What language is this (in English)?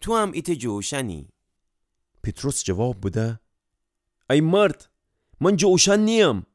Gilaki